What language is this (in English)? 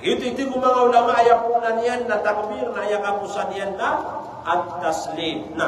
Maranao